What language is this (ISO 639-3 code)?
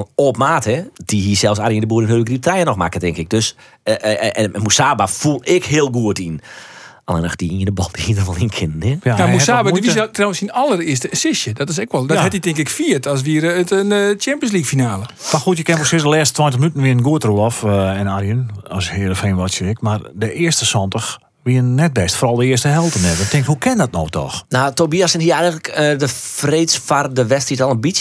fry